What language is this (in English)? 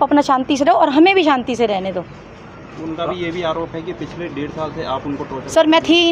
Hindi